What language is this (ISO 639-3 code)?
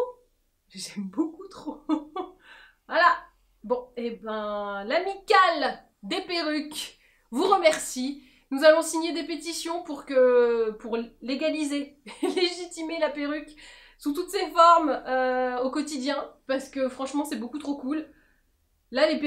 fra